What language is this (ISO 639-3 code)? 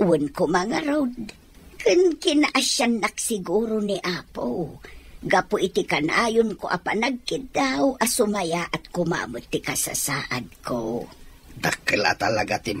ilo